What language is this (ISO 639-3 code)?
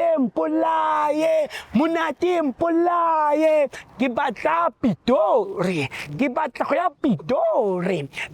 zul